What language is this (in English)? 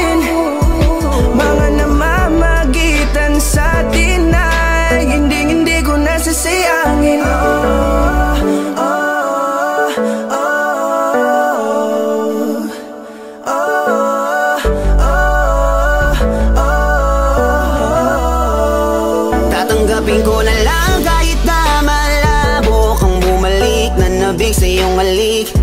Filipino